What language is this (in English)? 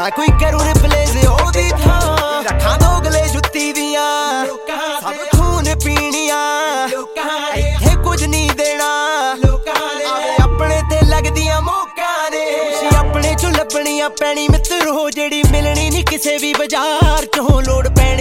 Punjabi